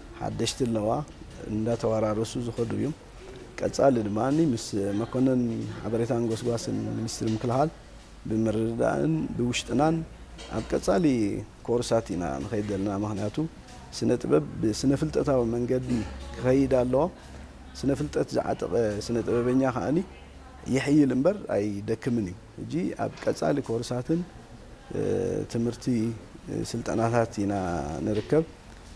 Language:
Tigrinya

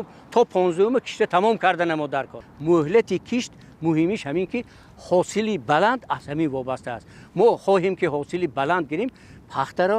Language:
Tajik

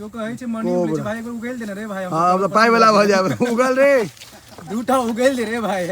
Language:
Maithili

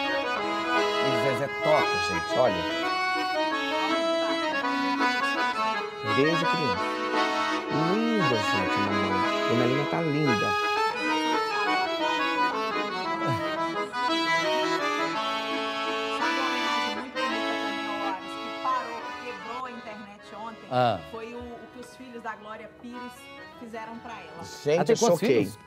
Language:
Portuguese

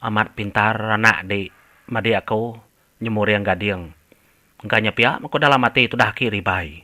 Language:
Iban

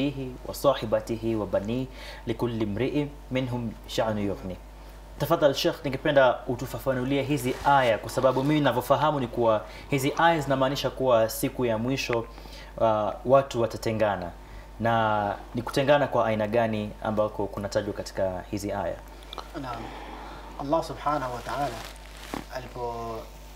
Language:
Swahili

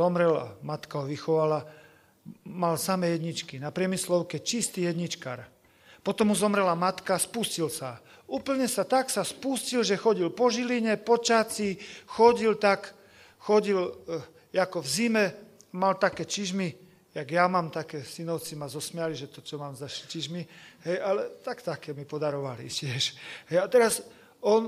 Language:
Slovak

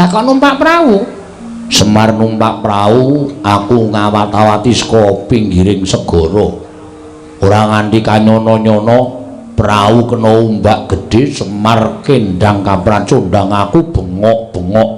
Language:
Javanese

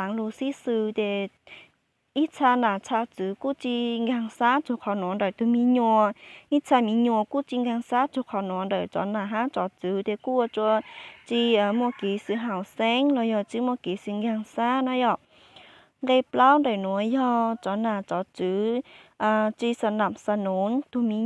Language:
Hmong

